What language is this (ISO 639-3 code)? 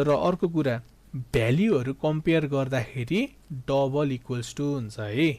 nep